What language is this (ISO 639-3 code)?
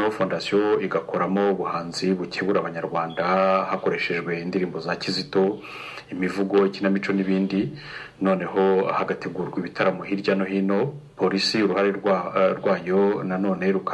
kin